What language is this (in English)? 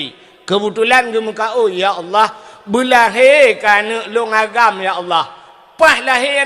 Achinese